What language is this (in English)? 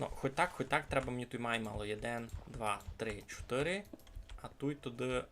Rusyn